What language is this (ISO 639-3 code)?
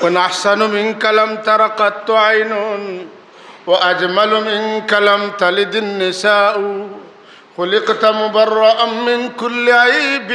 syl